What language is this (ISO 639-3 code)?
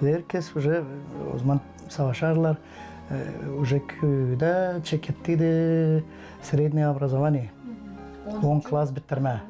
gag